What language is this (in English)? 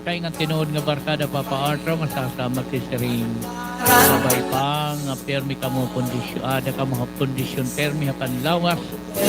Waray